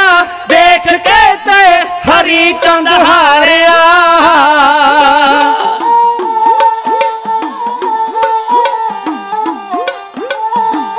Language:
Punjabi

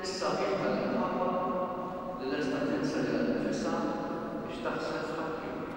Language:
Maltese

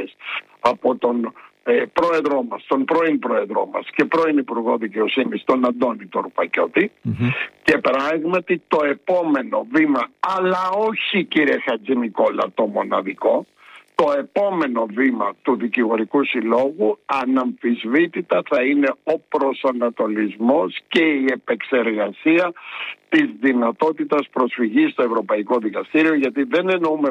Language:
Greek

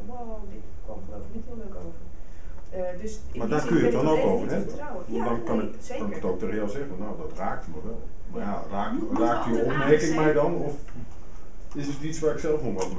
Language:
Dutch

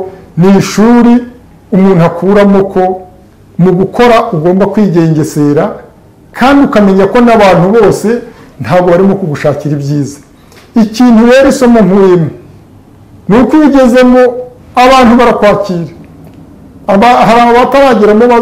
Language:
Kinyarwanda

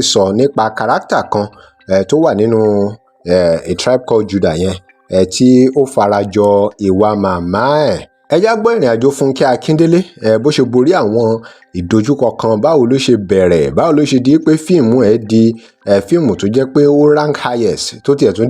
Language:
Yoruba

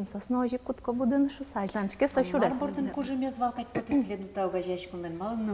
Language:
Udmurt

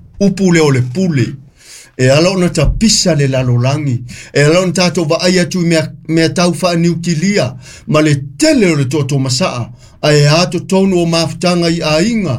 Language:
Samoan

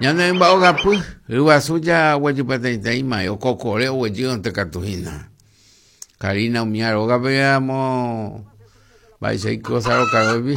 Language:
Guarani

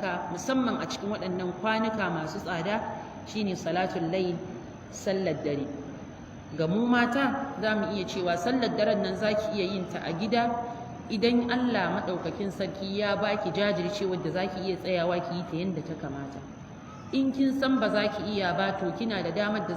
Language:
Hausa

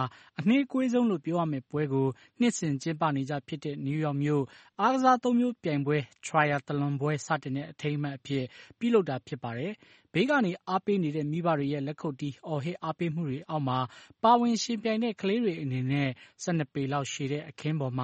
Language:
Burmese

